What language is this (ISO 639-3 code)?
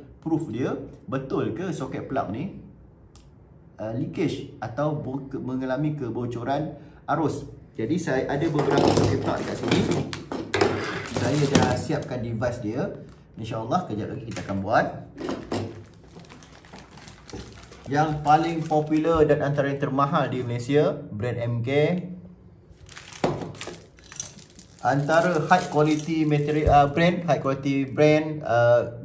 msa